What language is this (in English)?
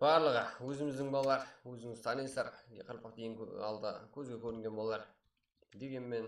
Kara-Kalpak